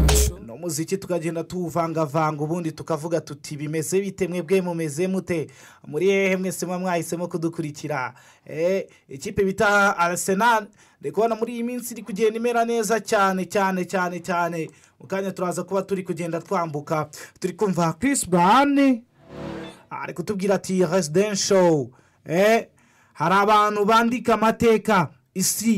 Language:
Kinyarwanda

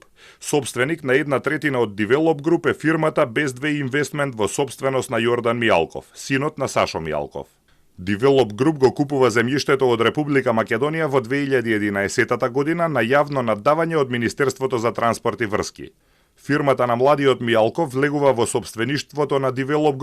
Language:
Macedonian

